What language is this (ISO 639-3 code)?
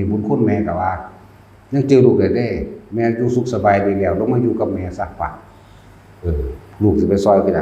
tts